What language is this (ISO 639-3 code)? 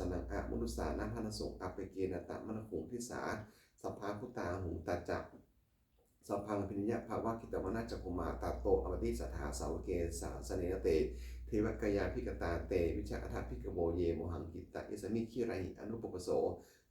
pli